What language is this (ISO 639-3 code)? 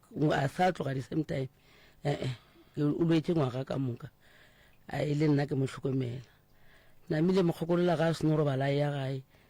nso